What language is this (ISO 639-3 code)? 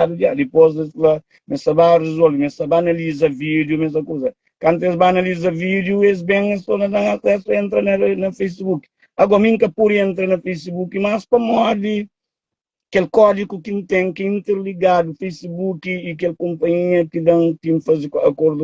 kea